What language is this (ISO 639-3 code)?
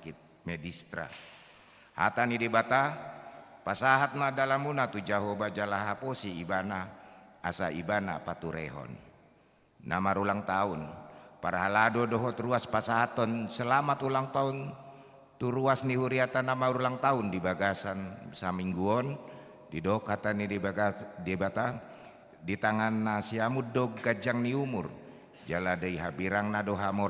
bbc